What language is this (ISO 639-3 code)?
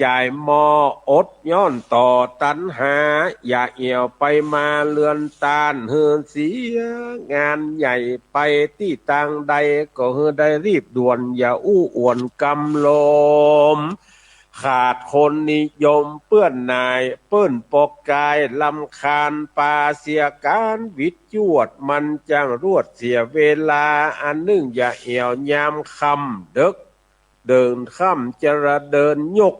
nod